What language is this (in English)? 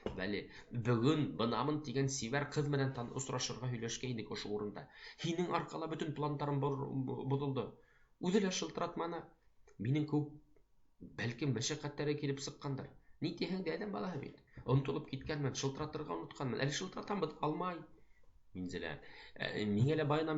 Bashkir